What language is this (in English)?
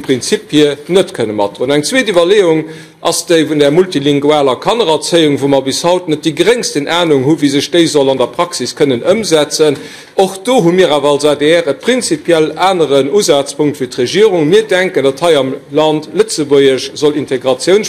Luxembourgish